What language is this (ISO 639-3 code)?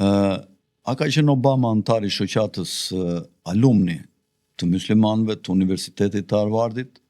sqi